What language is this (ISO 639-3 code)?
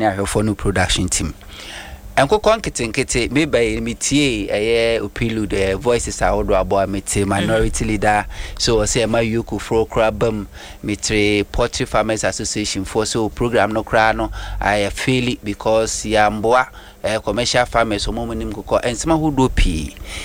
aka